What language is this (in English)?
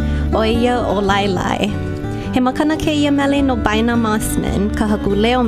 Hawaiian